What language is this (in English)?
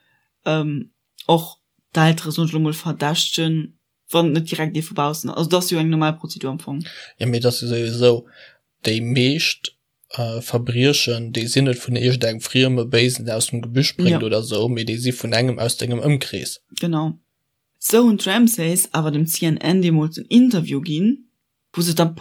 Luxembourgish